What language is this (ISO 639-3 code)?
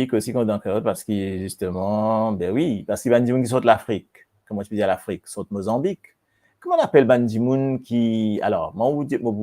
mfe